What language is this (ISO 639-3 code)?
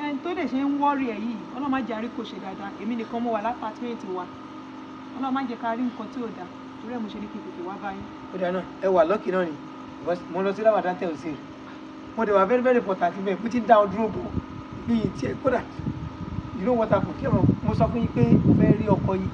yor